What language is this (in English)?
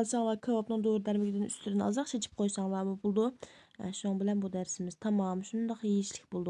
Uyghur